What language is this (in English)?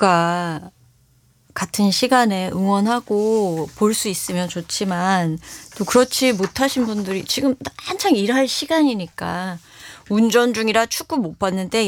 Korean